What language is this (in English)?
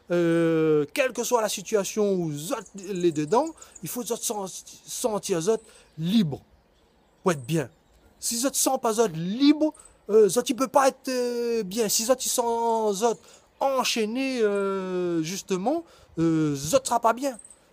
Réunion Creole French